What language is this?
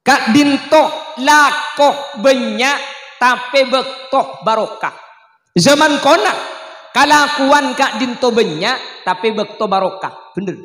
Madurese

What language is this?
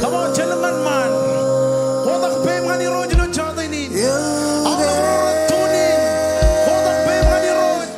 Marshallese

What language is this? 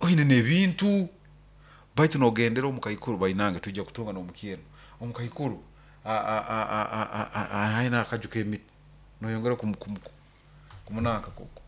Nyoro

